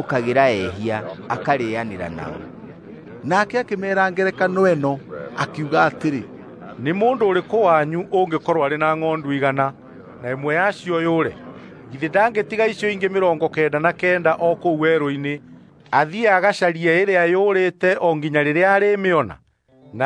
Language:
Kikuyu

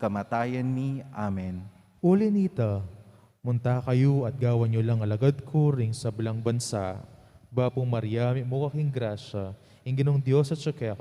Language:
Pampanga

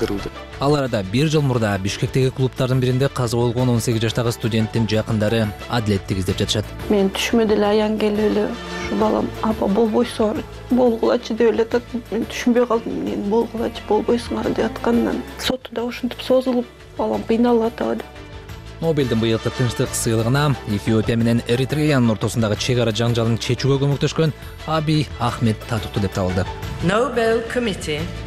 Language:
Kyrgyz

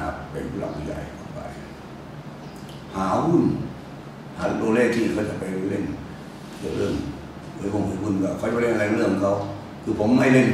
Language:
Thai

